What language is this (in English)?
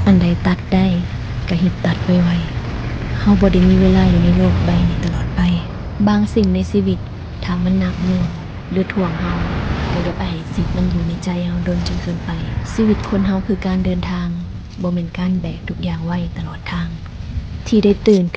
Lao